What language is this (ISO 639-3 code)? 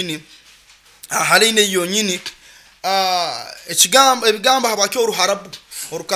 nyo